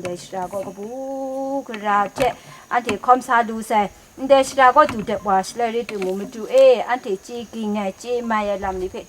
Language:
Kachin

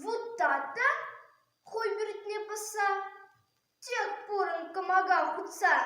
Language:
Chuvash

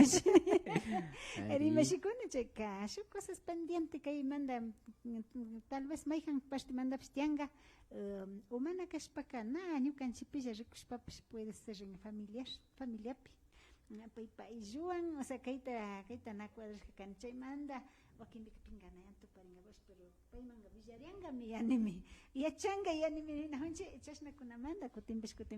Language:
Imbabura Highland Quichua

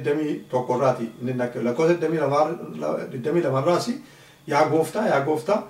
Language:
Oromo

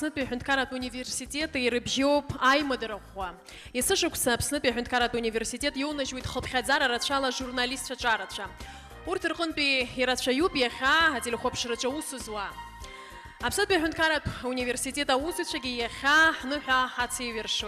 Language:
Abkhazian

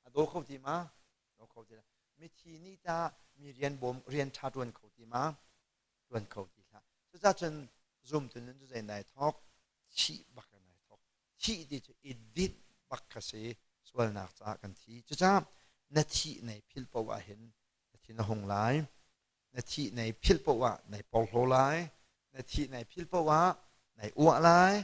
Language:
Hakha Chin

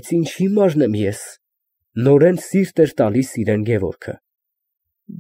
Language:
Armenian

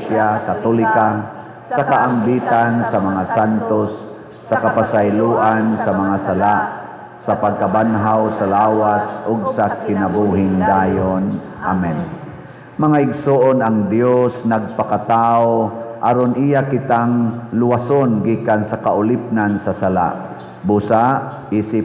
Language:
Cebuano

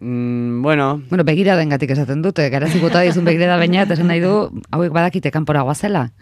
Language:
Basque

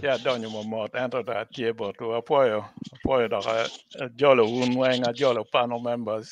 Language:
Acoli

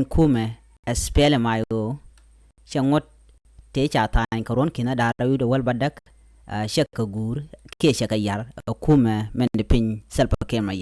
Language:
Nuer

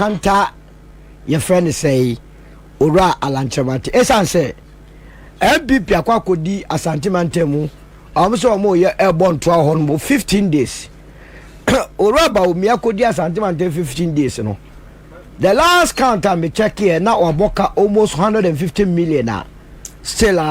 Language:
Akan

